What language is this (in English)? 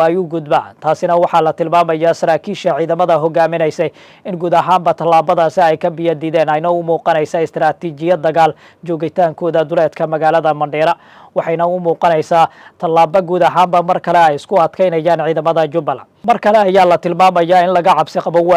Somali